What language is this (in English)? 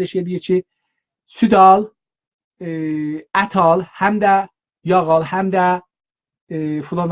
South Azerbaijani